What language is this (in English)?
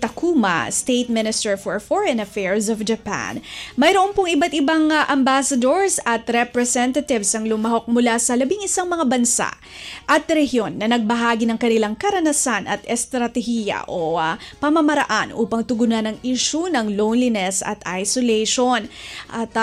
Filipino